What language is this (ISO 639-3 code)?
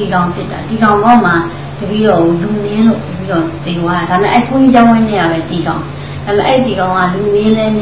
mya